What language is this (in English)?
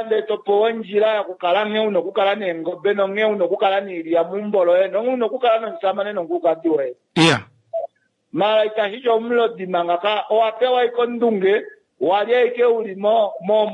Kuanyama